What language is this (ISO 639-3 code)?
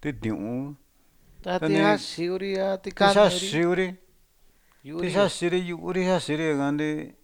mlg